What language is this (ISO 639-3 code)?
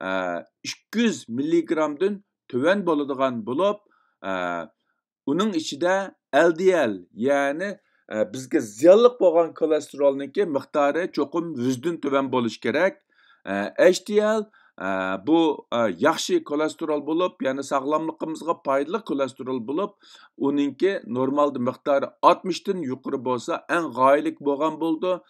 uig